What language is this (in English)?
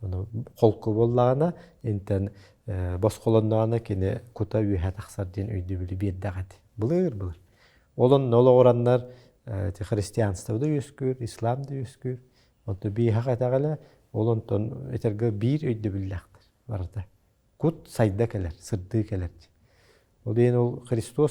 Yakut